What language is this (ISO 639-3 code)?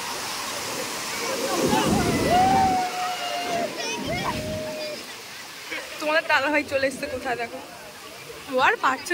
ben